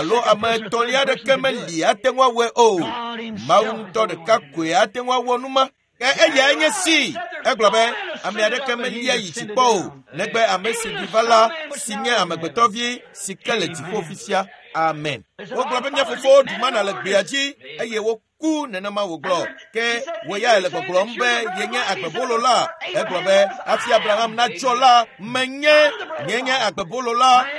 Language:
Ewe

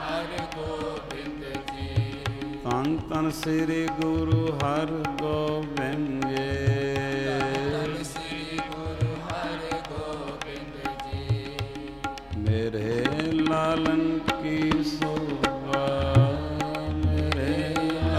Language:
Punjabi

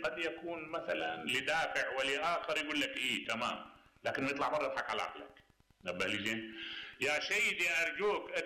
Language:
Mesopotamian Arabic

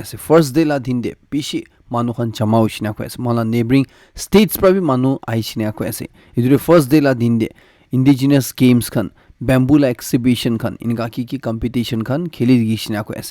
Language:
Naga Pidgin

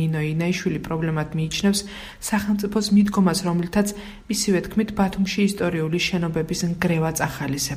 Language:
Georgian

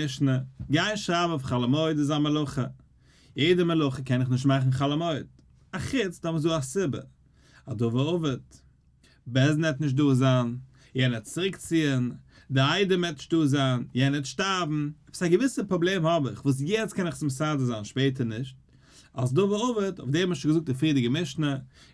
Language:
Yiddish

